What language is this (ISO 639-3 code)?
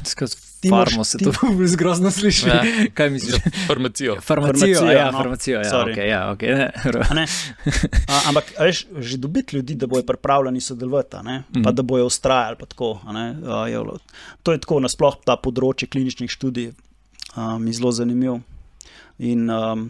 slv